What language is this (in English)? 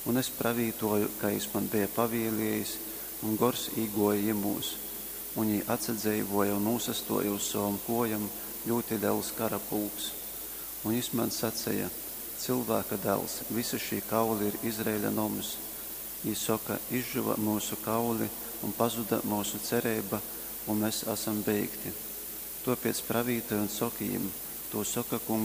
Latgalian